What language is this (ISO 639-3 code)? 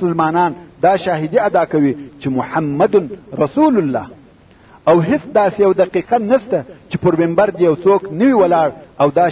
pus